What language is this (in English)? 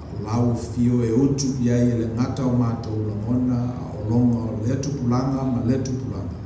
Samoan